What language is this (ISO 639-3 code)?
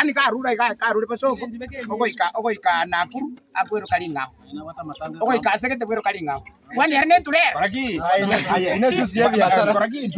guz